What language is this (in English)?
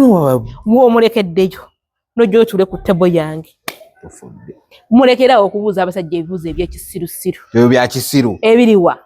Ganda